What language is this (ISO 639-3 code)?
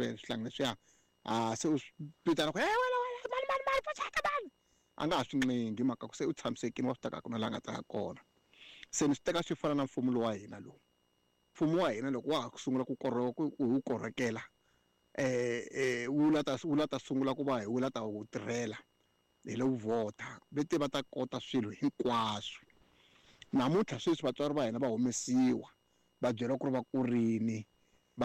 tso